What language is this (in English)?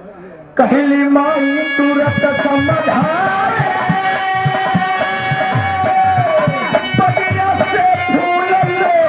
Bhojpuri